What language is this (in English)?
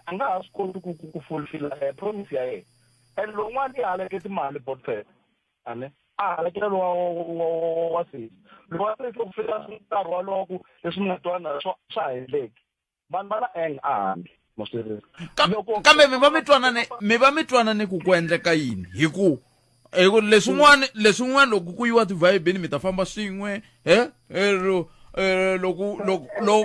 Tsonga